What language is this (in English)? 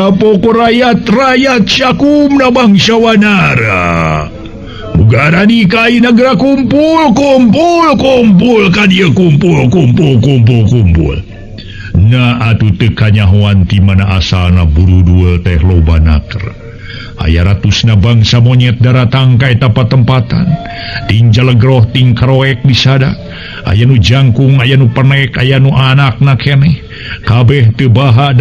Sundanese